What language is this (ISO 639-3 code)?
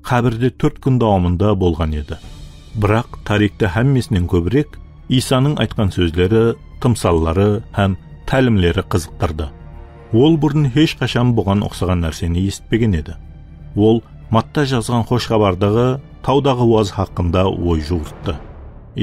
kaa